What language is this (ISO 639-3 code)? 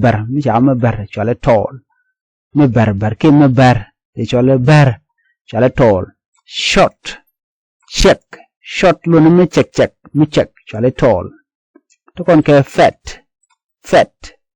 nus